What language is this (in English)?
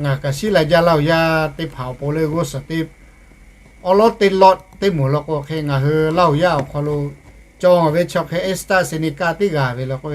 Lahu